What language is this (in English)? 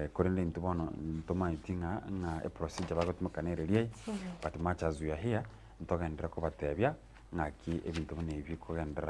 Gusii